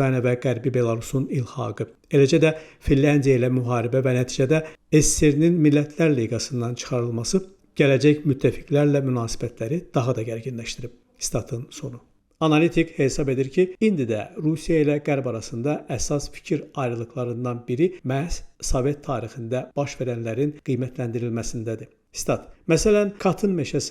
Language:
Azerbaijani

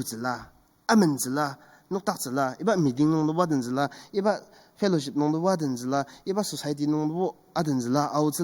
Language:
Ao Naga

